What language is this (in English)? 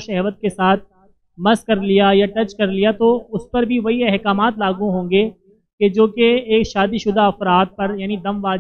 Urdu